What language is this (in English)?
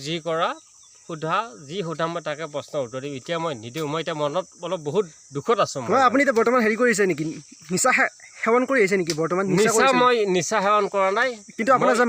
Assamese